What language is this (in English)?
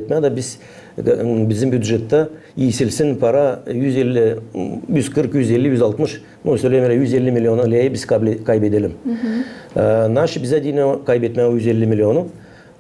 Gagauz